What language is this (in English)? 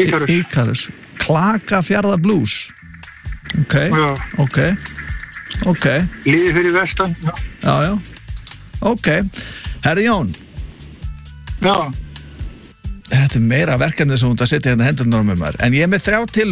Icelandic